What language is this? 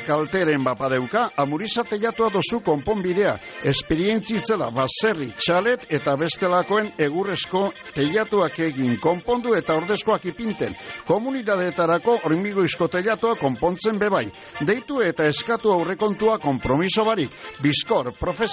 Basque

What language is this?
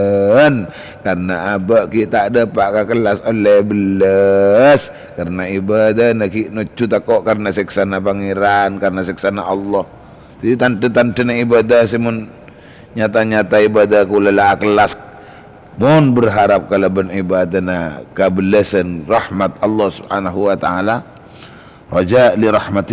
Madurese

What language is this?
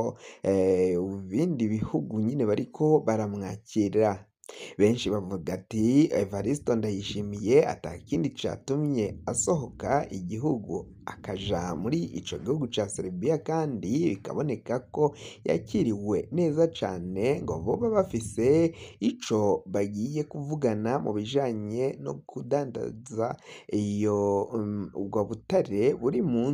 Rundi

